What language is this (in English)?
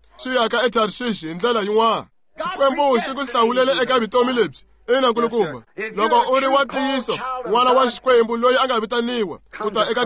Tsonga